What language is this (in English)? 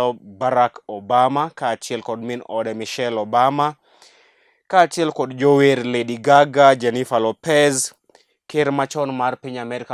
Luo (Kenya and Tanzania)